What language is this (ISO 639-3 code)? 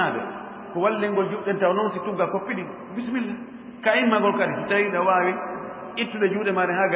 ful